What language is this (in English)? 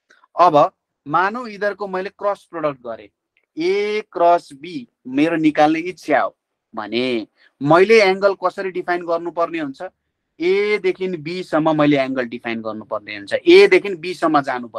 Nepali